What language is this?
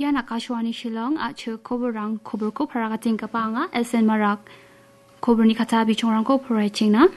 Garo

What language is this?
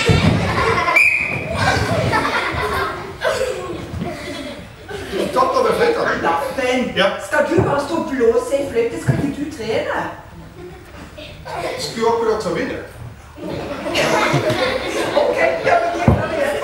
Norwegian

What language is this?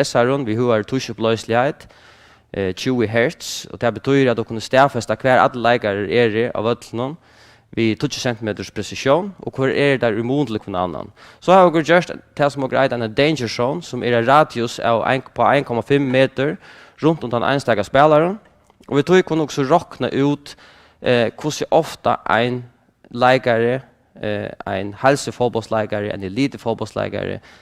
Faroese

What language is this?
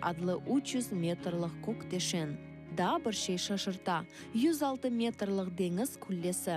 Crimean Tatar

